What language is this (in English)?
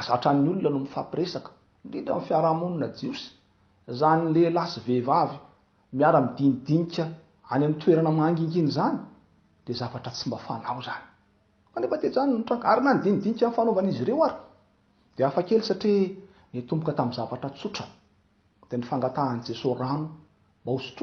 Malagasy